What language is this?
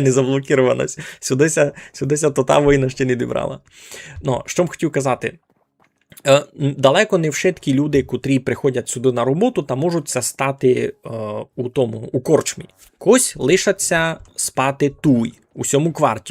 Rusyn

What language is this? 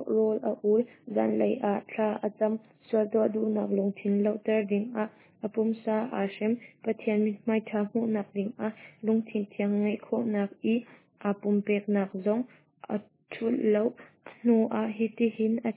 Hakha Chin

